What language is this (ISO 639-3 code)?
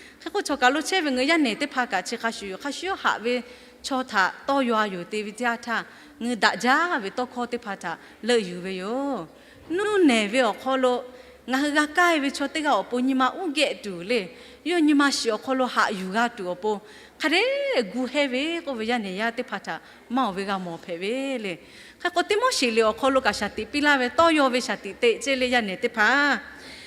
lhu